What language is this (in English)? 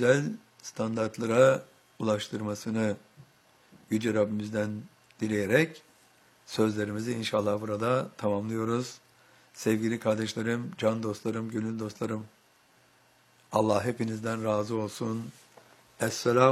Turkish